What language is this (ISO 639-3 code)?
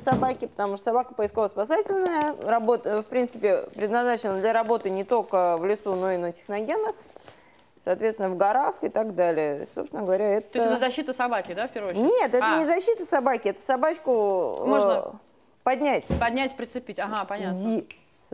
rus